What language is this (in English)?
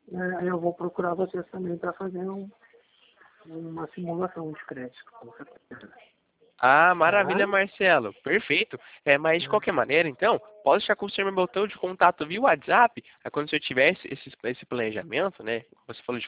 Portuguese